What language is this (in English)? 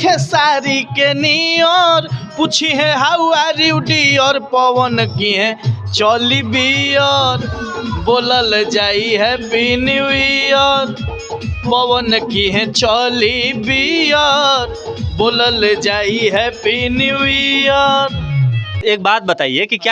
Bhojpuri